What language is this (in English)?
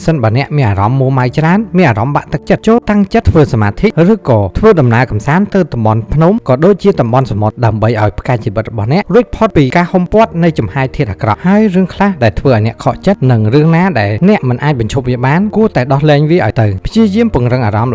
Khmer